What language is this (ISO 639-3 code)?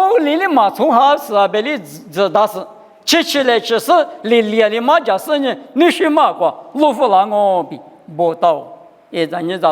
lis